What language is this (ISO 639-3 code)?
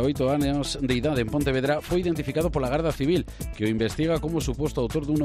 glg